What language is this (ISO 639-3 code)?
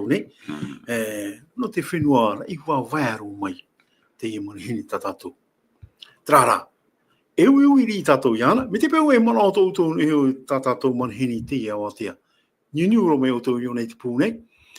tah